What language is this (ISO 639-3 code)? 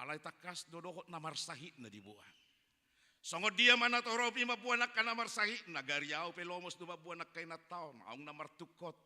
bbc